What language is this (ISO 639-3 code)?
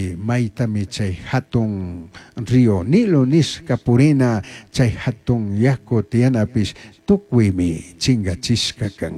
qug